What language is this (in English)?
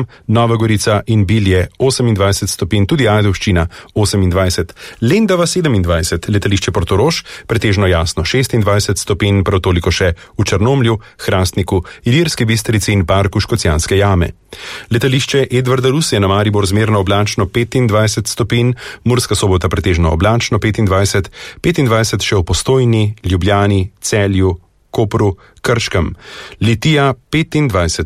Slovenian